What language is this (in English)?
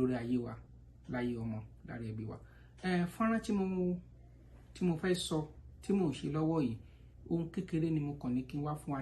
Yoruba